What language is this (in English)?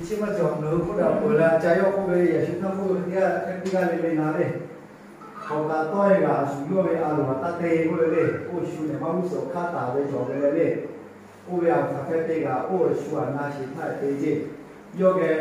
Lahu